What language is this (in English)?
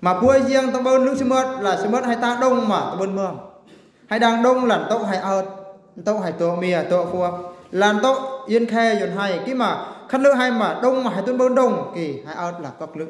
Eastern Bru